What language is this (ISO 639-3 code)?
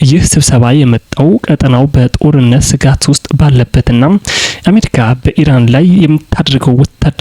amh